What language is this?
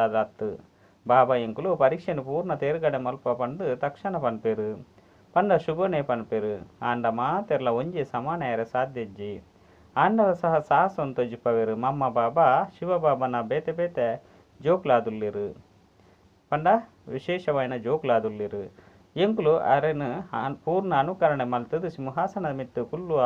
Tulu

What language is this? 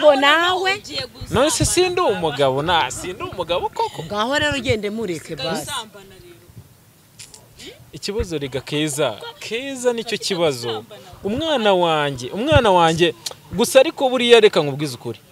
Kinyarwanda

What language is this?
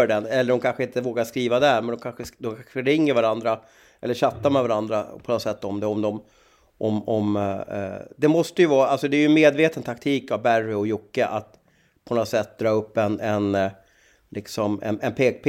Swedish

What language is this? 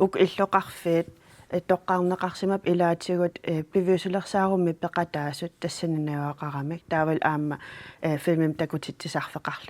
Kalaallisut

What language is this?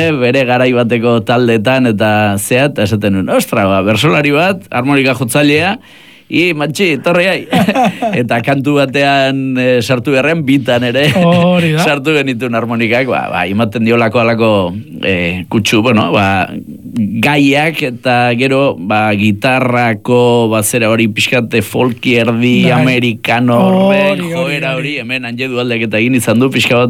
Basque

